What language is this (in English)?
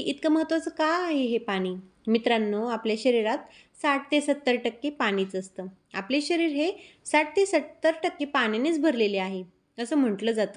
Marathi